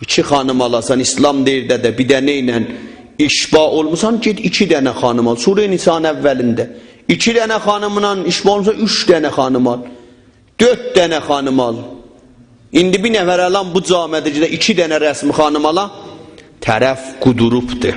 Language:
South Azerbaijani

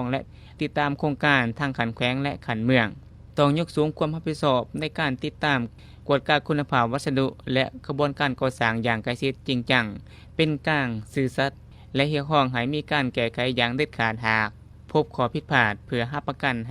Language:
Lao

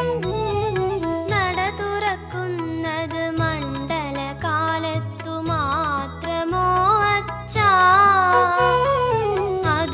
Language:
Malayalam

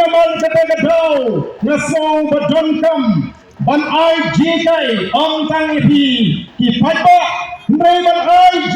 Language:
Khasi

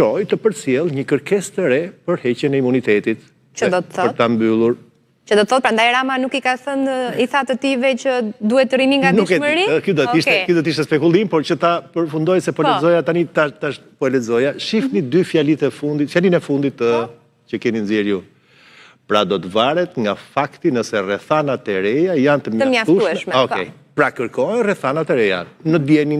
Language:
Albanian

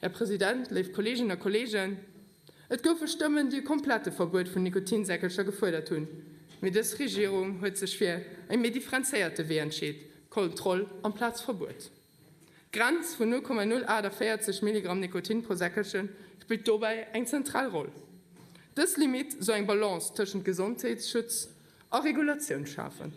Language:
Luxembourgish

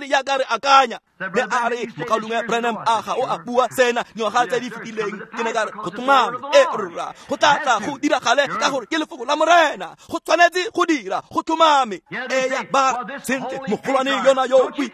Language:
Tswana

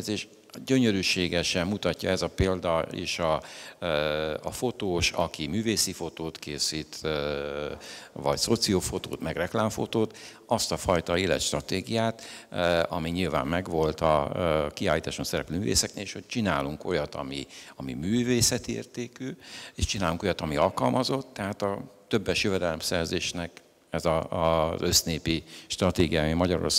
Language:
Hungarian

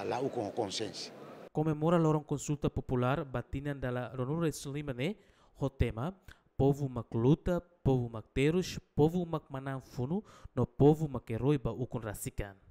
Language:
Tetum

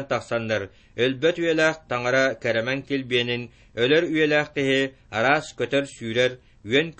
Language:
Yakut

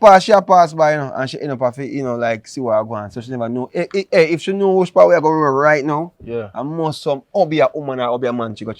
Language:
Jamaican Creole English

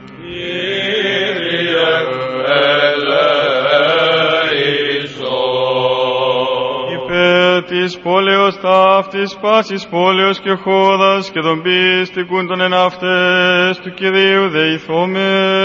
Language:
Greek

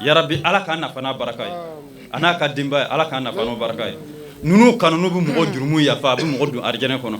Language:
Bambara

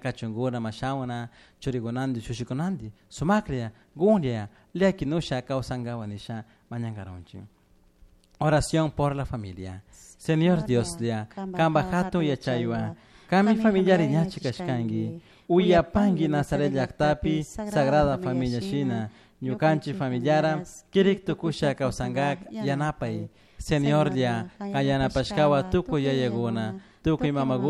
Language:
Chimborazo Highland Quichua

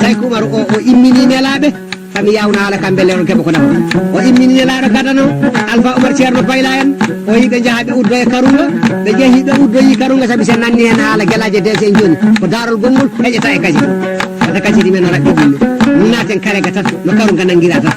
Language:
Fula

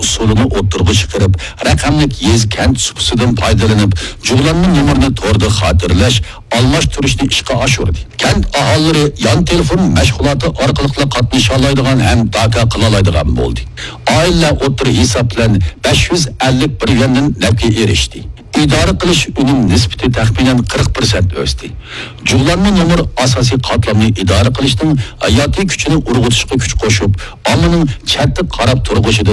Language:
Uyghur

